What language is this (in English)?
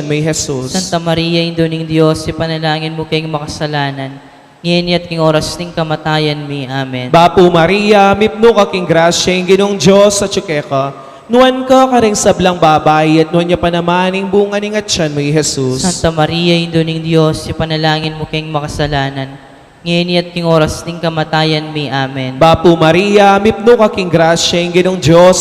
Pampanga